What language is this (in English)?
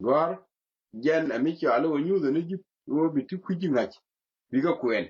Nuer